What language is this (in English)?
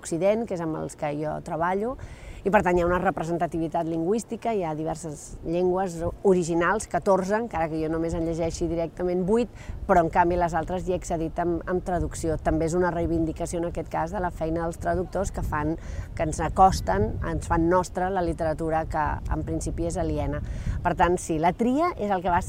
Catalan